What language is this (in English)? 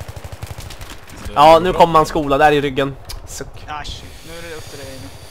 Swedish